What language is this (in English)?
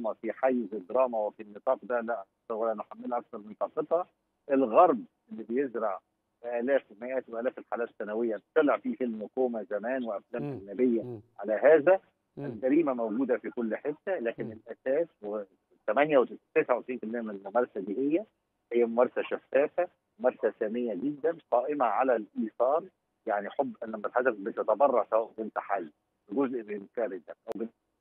Egyptian Arabic